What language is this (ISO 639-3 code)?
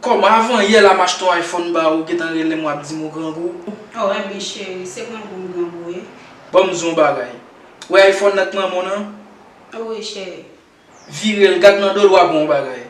hat